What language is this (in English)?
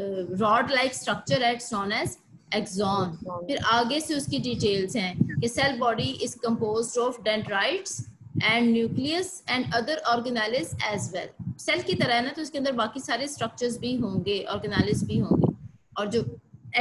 Hindi